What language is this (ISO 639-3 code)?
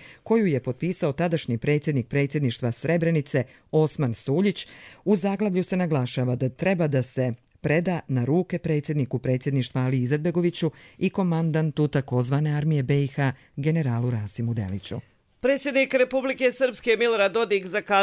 hrv